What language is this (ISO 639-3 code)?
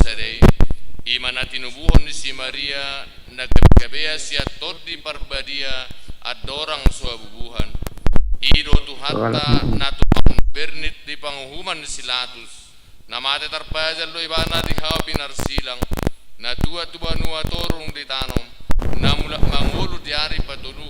bbc